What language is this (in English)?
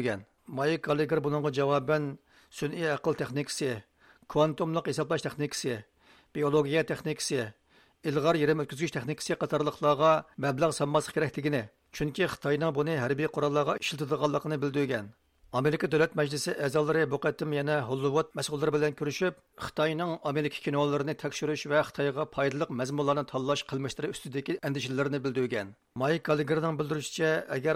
Uyghur